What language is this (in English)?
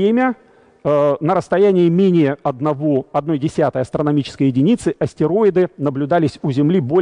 Russian